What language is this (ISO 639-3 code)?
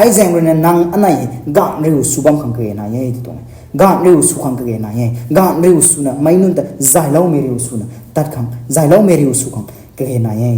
nbu